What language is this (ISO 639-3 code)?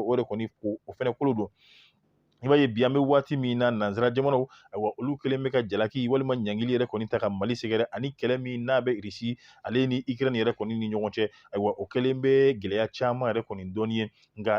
bam